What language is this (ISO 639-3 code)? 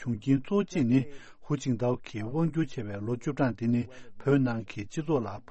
bod